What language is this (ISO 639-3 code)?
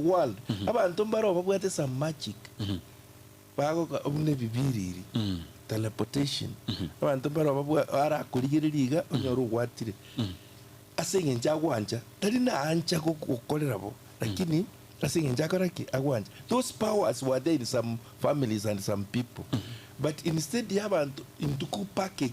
guz